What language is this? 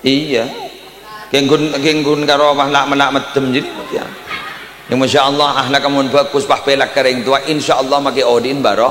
Madurese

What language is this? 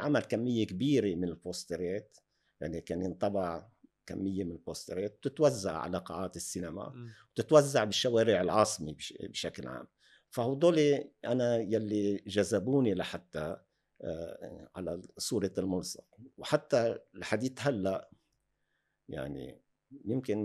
North Levantine Arabic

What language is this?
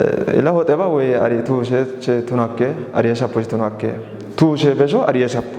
Kafa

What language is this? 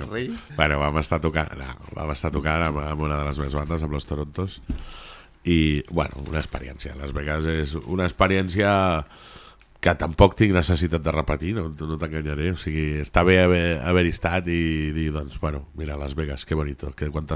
Catalan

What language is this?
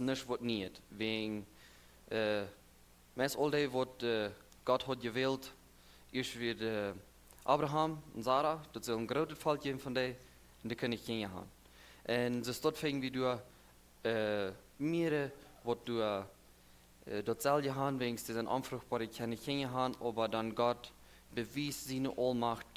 Plautdietsch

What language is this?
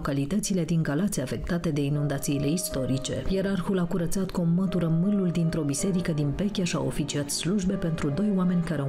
Romanian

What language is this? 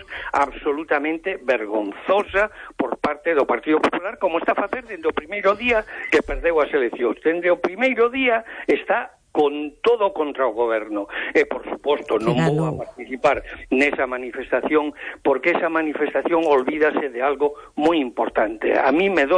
Galician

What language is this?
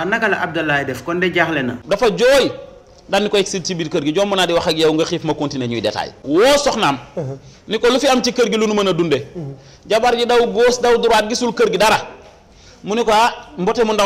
Wolof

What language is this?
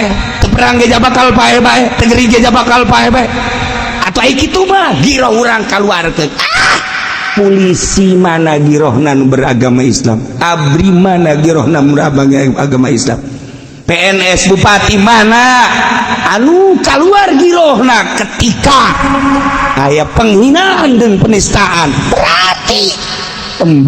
Sundanese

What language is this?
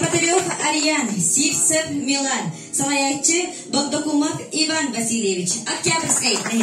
Yakut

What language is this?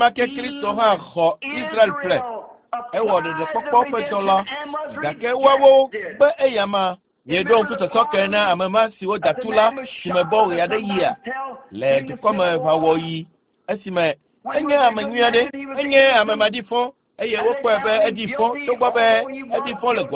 Ewe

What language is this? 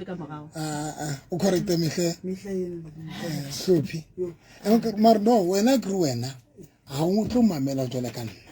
Southern Sotho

